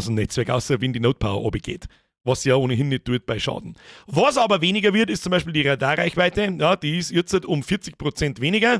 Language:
Bavarian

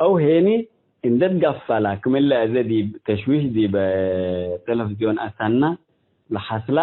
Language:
Tigre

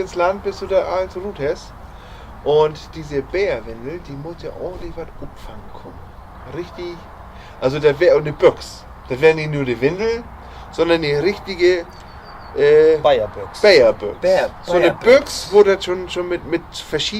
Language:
Low German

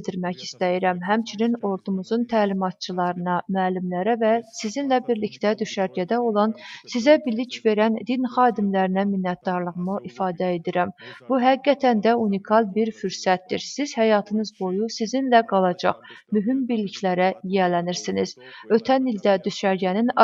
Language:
Azerbaijani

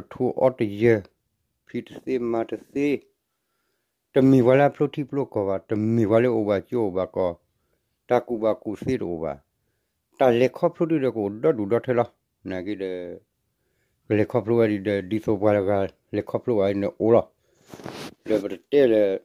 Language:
S'gaw Karen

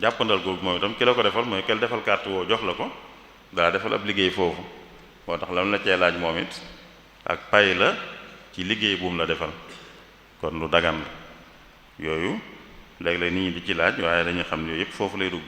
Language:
Wolof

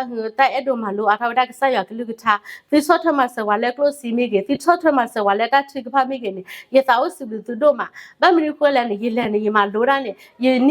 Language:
S'gaw Karen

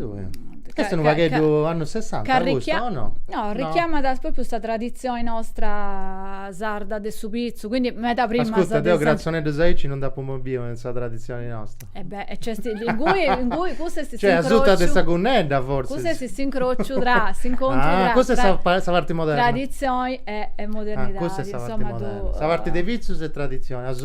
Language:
Sardinian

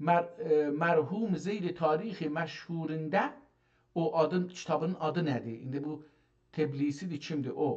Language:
South Azerbaijani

